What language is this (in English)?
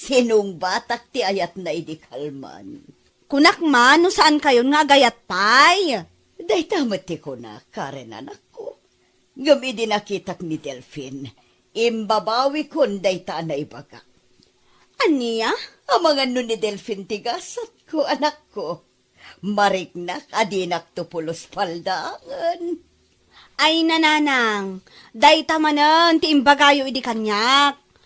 Iloko